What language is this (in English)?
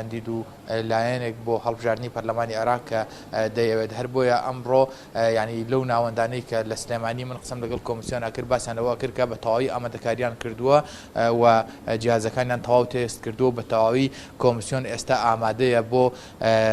Central Kurdish